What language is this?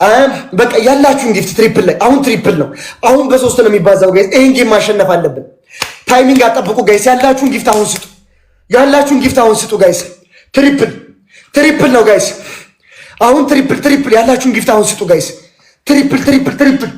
Amharic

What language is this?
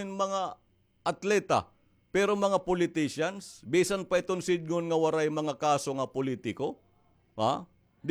Waray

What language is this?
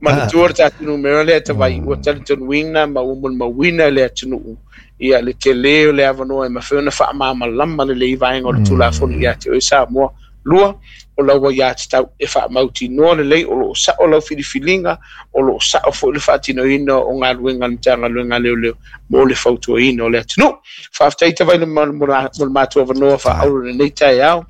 Samoan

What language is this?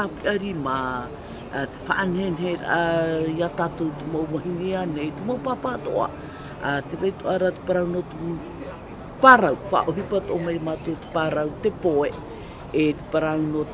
Tahitian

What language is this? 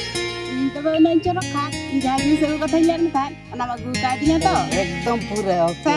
Santali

